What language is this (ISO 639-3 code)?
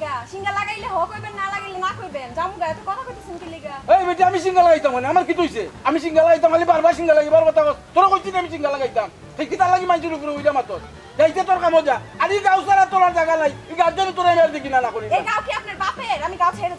syl